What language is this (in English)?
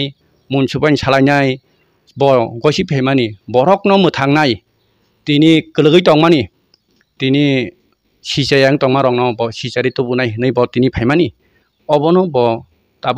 Kok Borok